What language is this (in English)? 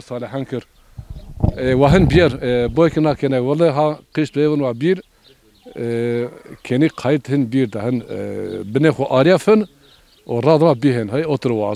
Zaza